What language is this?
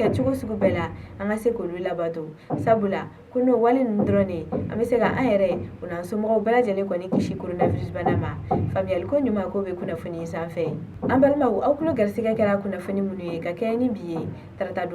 Bambara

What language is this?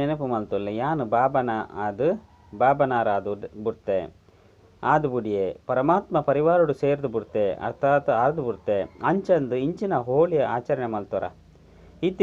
Tulu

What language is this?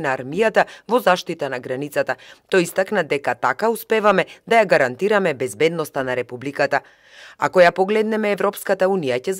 Macedonian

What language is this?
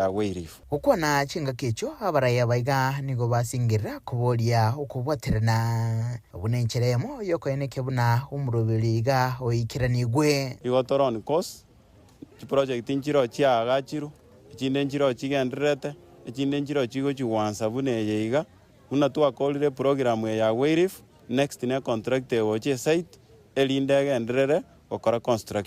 Gusii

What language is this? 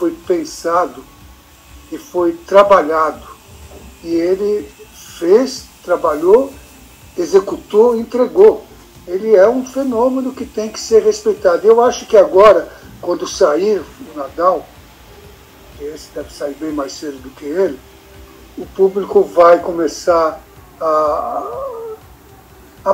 Portuguese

